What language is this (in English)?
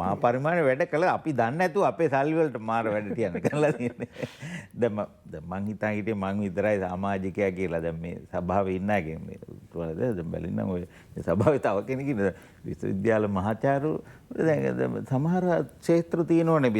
Sinhala